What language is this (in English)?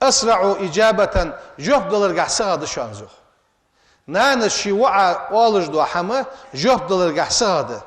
Ingush